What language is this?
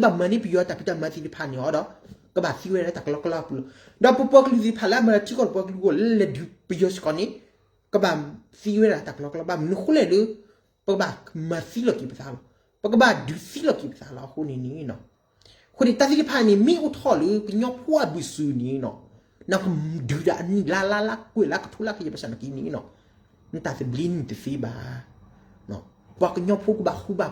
S'gaw Karen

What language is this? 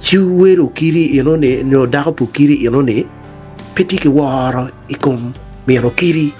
Acoli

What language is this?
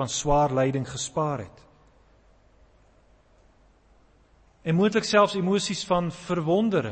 Afrikaans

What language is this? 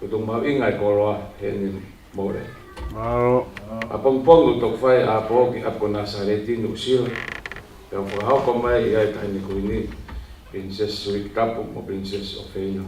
Tongan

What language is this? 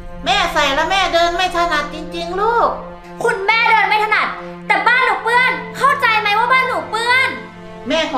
Thai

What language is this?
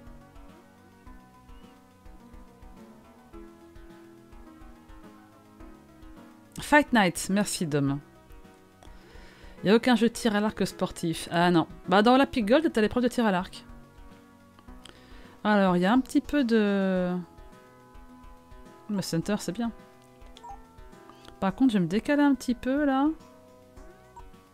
French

